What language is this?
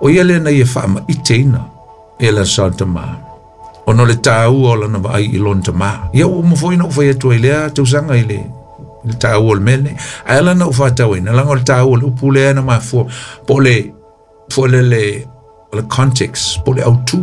Samoan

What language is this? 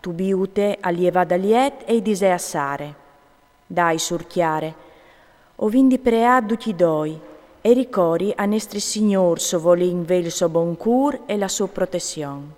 Friulian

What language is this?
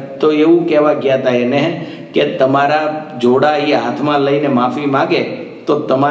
Gujarati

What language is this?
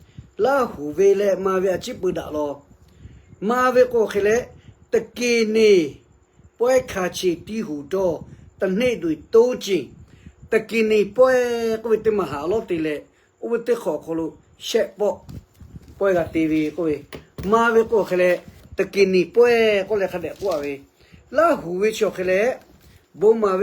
Lahu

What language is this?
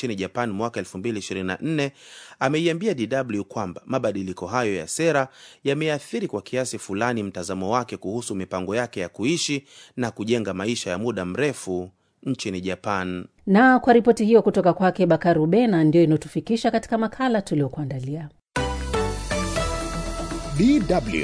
Swahili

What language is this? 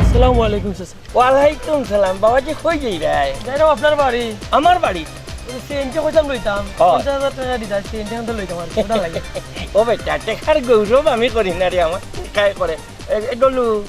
Sylheti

